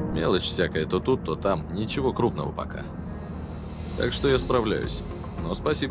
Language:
Russian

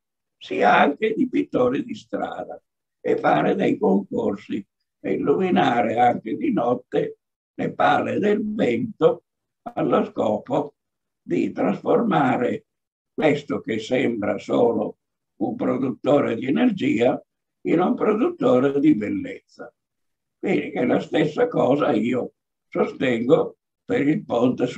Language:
Italian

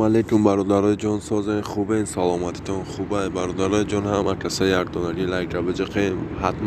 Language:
Tajik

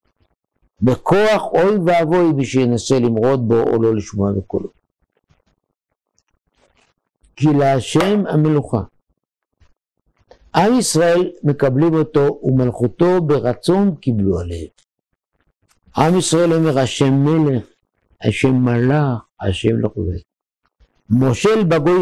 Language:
Hebrew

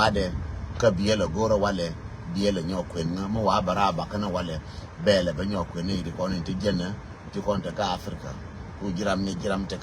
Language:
Nuer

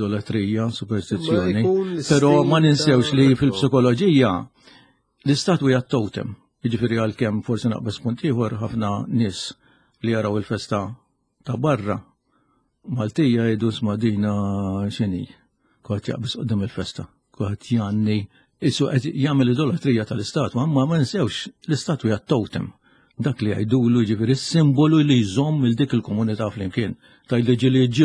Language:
Maltese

